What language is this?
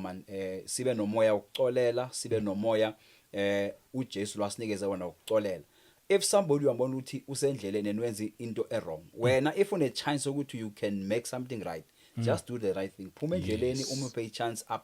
Zulu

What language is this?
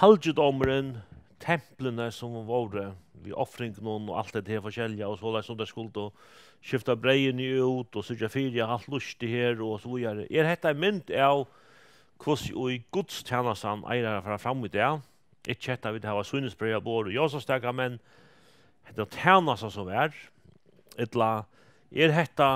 Faroese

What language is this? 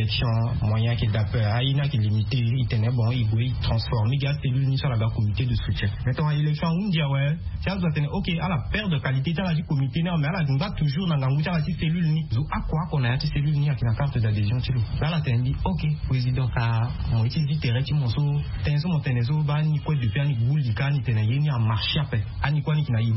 Sango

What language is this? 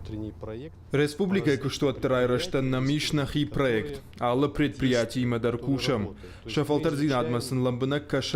Ossetic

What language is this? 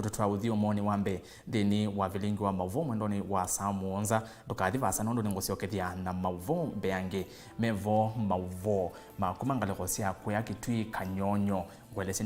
Kamba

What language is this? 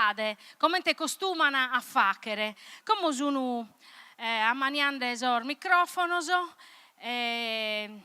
Sardinian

